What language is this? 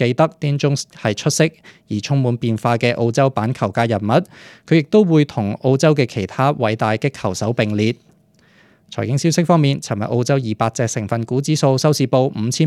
Cantonese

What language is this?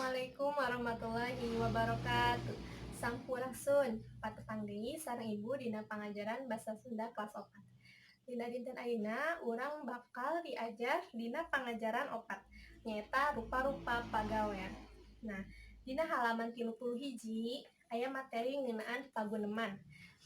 Sundanese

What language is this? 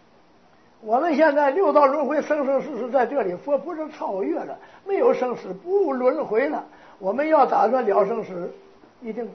Chinese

